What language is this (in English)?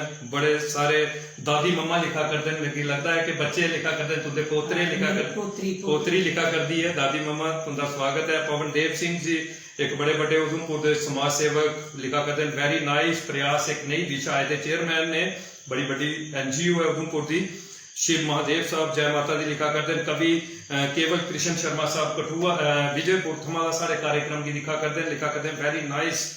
Dogri